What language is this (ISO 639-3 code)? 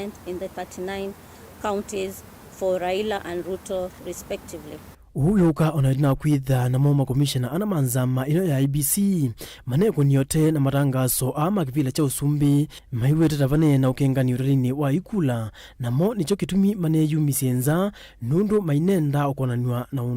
kam